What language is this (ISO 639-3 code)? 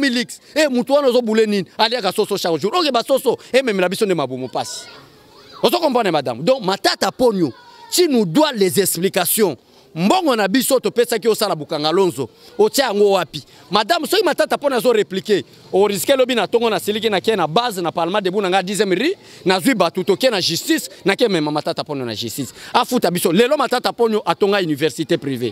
lin